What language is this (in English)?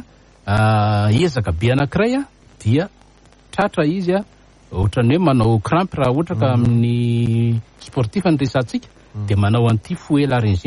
Malagasy